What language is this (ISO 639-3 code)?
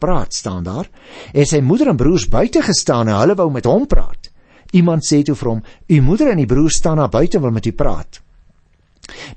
afr